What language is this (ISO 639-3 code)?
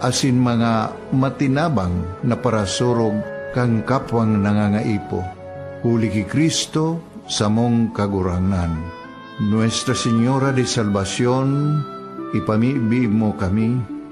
bik